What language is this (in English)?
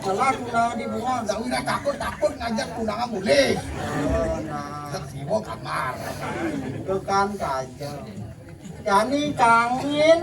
Balinese